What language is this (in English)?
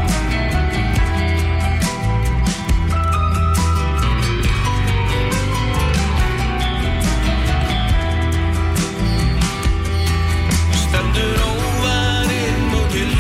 Icelandic